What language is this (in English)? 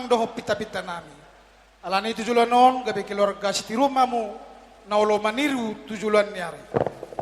Batak Toba